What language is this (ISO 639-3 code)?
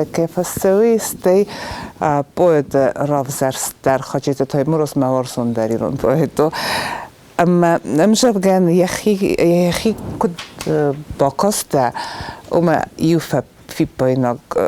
oss